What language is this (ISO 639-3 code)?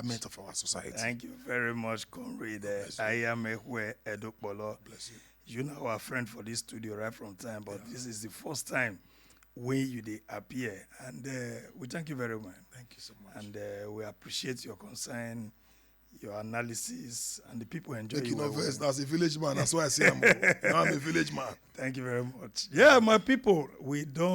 pcm